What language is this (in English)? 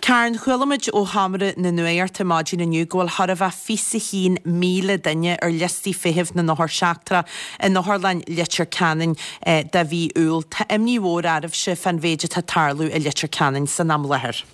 Irish